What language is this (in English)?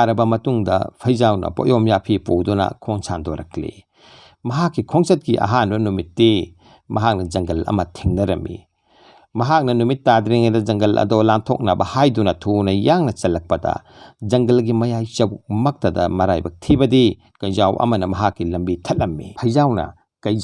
Manipuri